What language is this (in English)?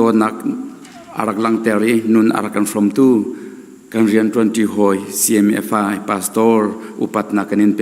Hakha Chin